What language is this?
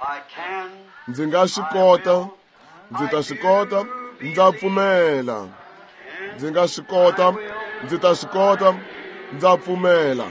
Tsonga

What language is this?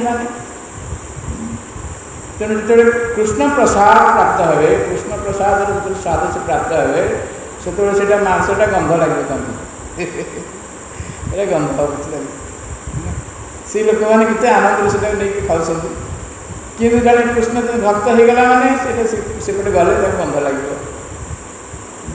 Odia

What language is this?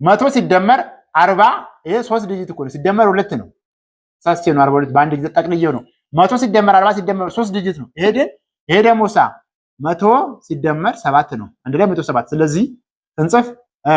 Amharic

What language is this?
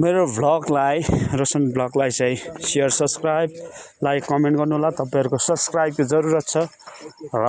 Nepali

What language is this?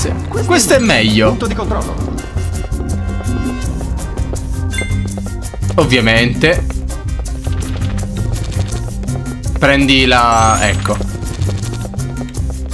Italian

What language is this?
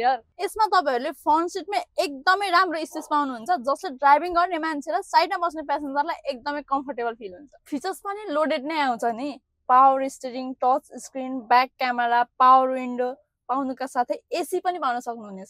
Nepali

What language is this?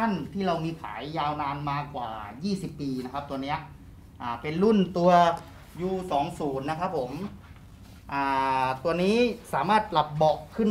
Thai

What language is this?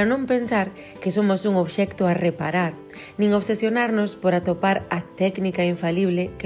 Galician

